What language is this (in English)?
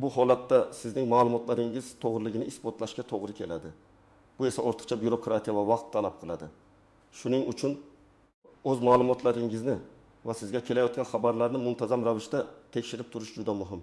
Uzbek